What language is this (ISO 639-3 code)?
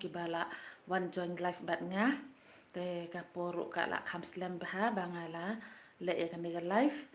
kha